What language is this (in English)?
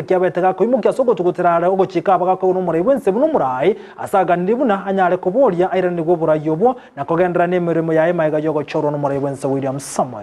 Gusii